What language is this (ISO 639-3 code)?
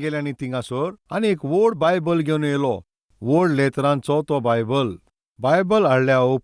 kok